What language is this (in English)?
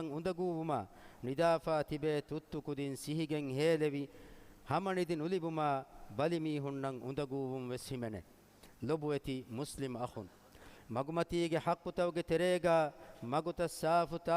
Divehi